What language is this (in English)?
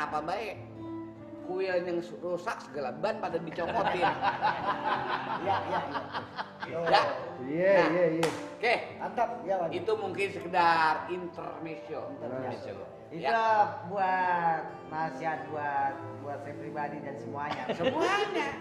Betawi